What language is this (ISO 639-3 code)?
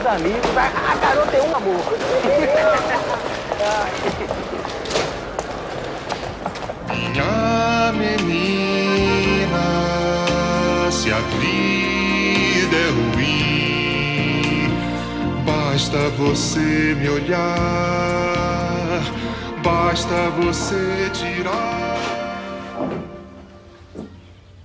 por